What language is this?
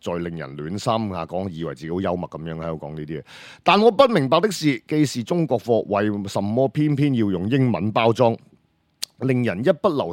Cantonese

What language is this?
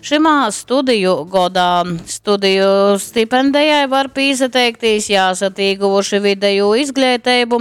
Latgalian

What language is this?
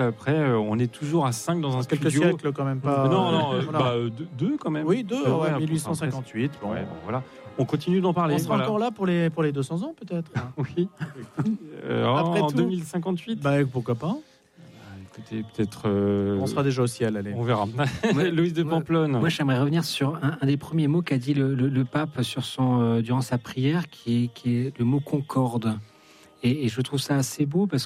French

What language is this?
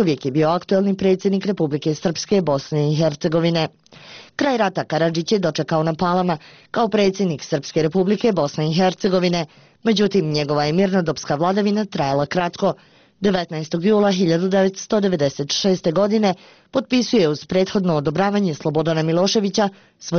Bosnian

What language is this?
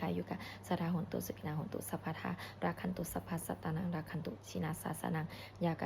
Pali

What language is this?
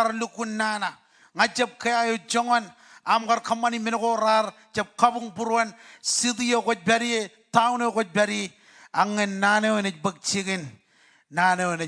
Marshallese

